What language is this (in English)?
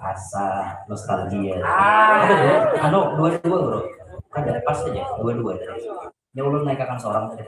Banjar